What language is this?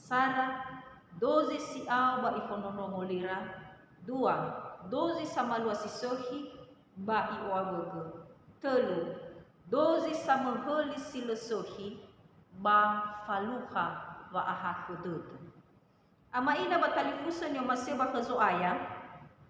Nias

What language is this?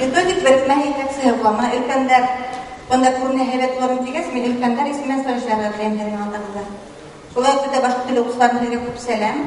Bashkir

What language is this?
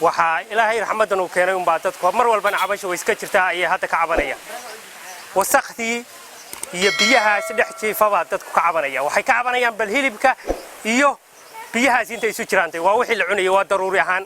Somali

